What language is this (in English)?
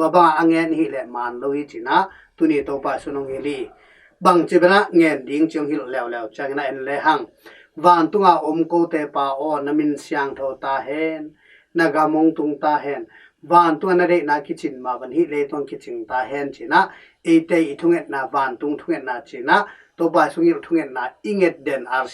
Tedim Chin